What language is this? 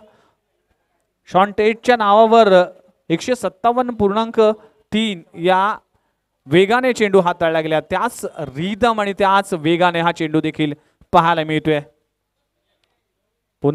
Marathi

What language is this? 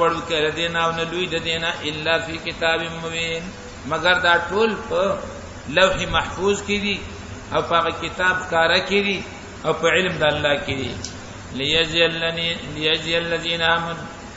Pashto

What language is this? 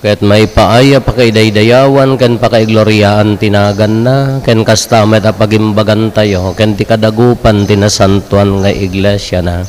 Iloko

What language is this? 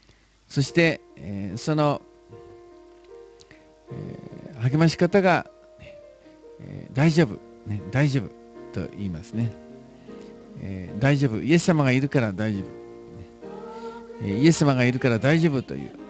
Japanese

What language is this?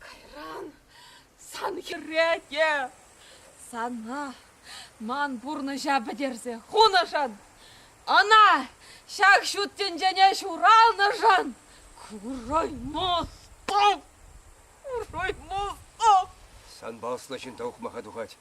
Chuvash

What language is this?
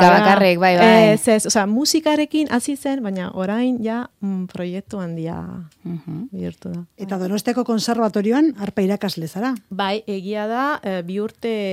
Basque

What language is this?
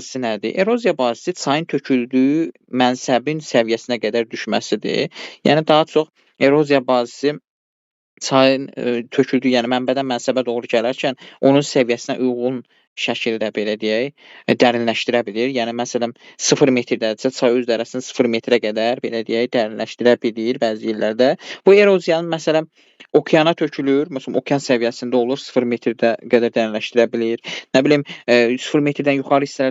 Azerbaijani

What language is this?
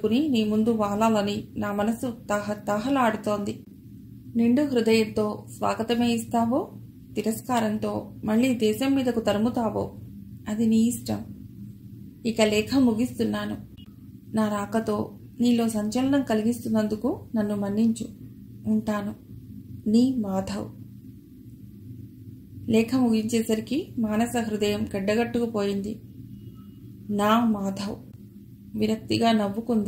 Telugu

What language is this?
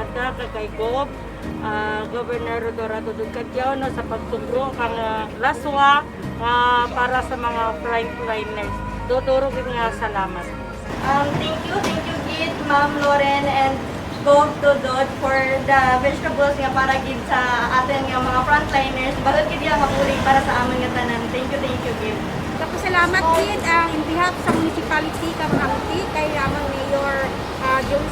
Kinaray-a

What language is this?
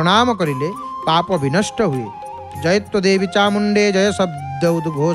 Odia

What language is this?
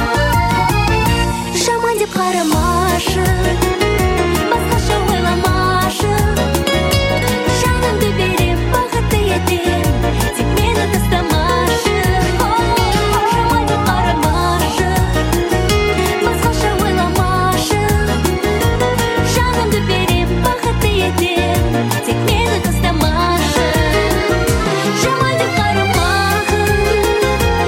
Kazakh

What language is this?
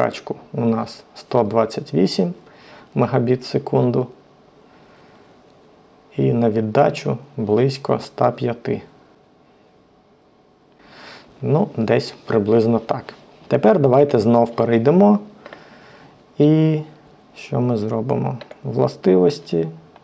Ukrainian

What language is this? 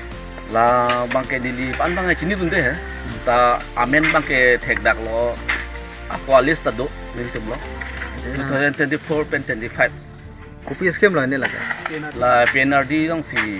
Karbi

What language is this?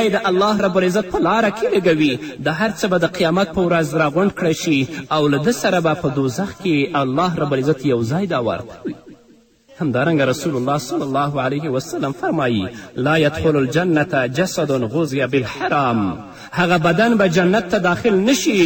Pashto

